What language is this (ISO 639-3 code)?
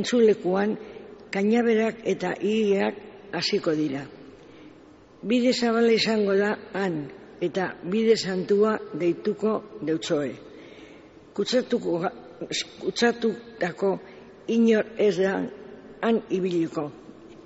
eus